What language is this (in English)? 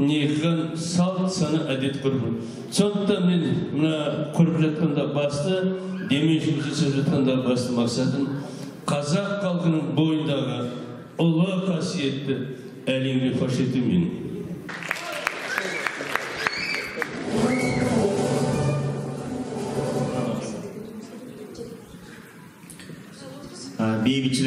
Kazakh